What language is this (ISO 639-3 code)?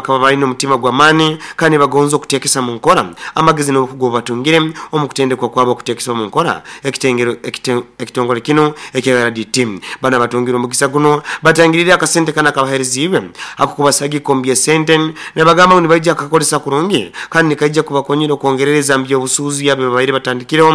nyn